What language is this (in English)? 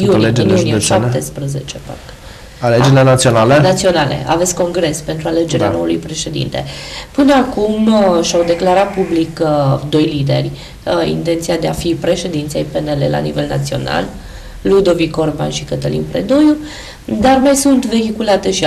Romanian